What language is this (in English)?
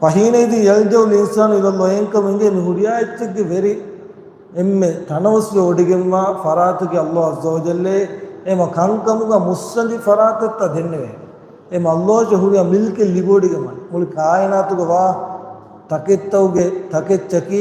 Divehi